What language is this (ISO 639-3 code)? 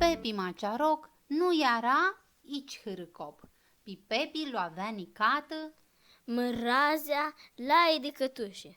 rup